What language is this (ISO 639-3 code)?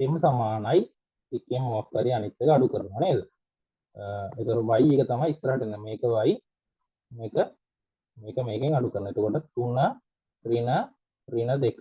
sin